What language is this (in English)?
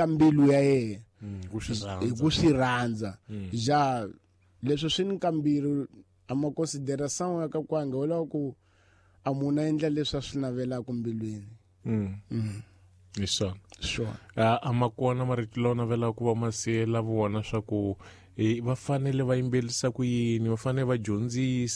Tsonga